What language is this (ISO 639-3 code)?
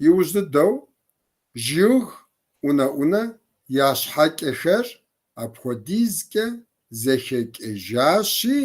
kbd